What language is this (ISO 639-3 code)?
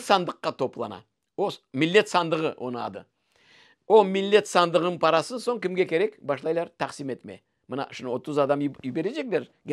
crh